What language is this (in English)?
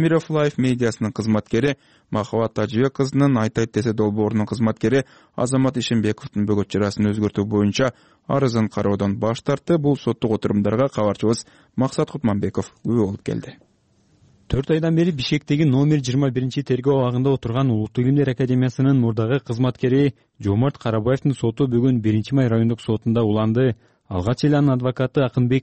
Kyrgyz